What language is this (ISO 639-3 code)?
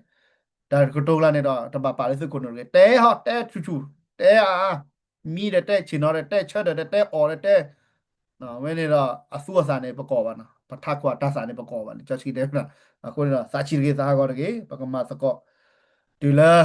ksw